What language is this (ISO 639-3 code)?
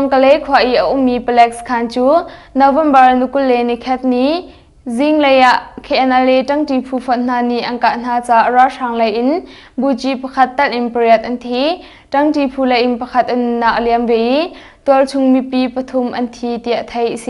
cnh